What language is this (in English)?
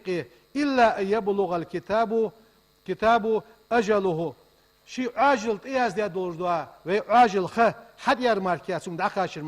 Ingush